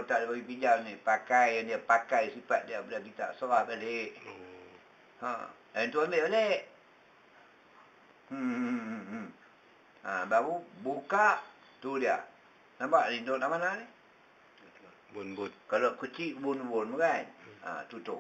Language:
Malay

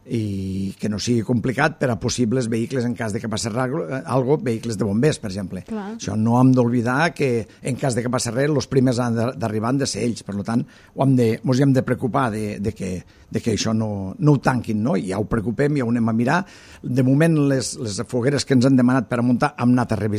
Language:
Catalan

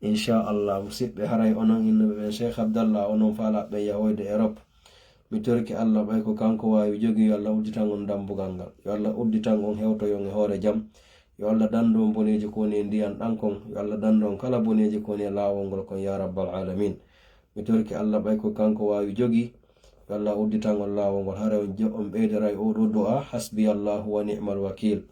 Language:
Fula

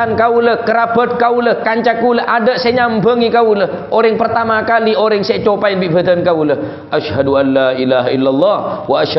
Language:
Madurese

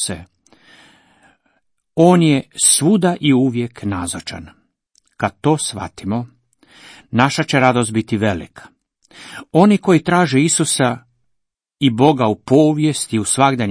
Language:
Croatian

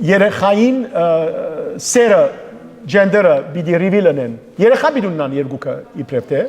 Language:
Western Armenian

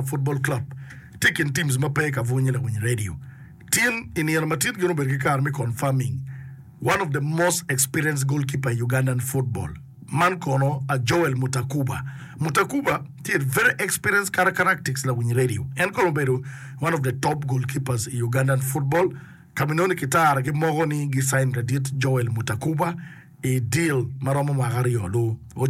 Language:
Acoli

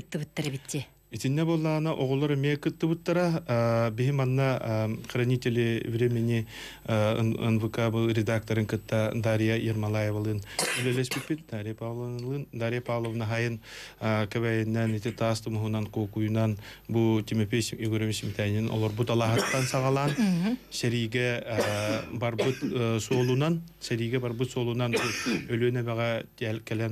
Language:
Yakut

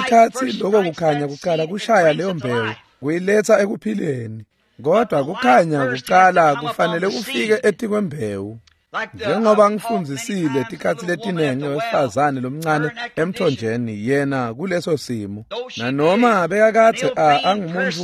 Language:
Swati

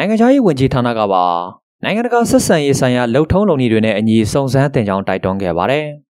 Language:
Burmese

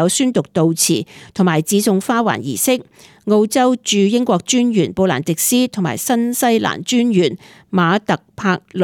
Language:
Cantonese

